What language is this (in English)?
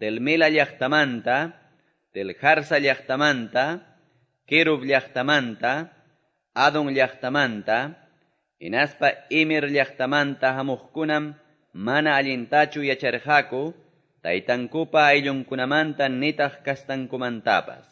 Quechua